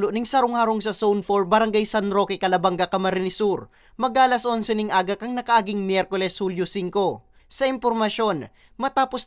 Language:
Bikol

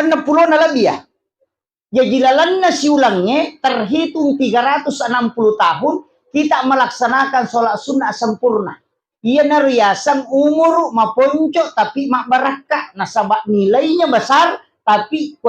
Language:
Buginese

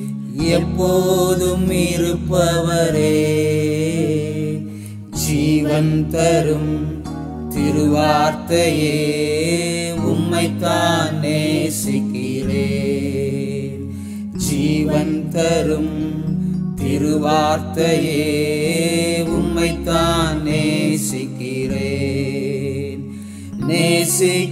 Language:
Tamil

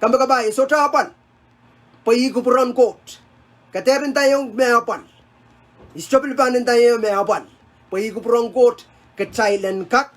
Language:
Pohnpeian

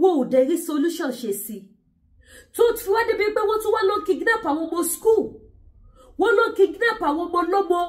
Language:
Yoruba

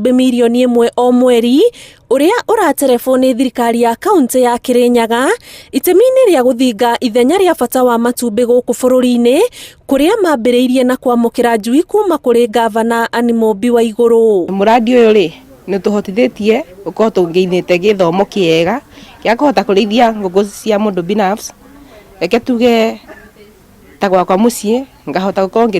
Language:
Kikuyu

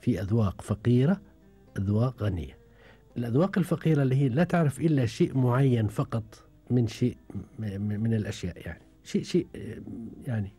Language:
Gulf Arabic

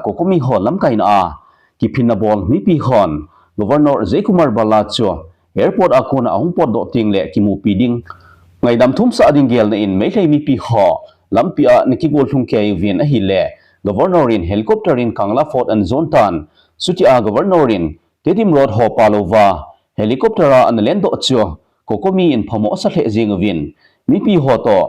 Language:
Thado Chin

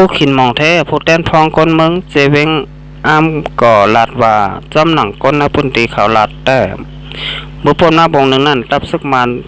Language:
Shan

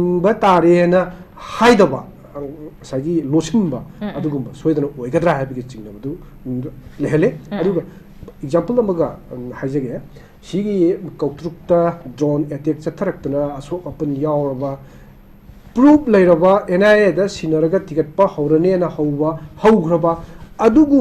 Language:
Manipuri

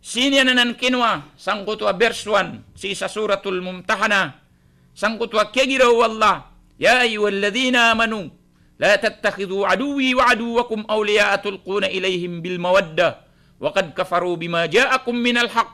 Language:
Maranao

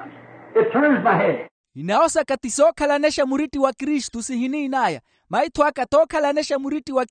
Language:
Makhuwa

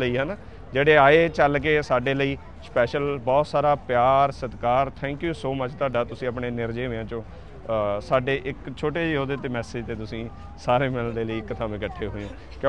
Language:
Punjabi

